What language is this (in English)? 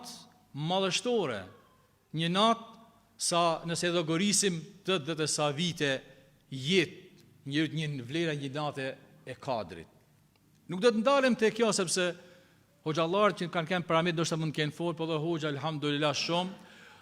Albanian